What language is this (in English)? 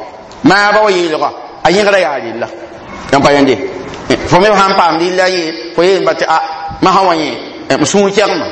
Mossi